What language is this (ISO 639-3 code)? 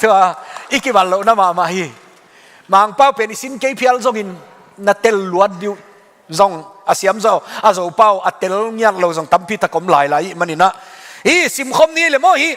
ctd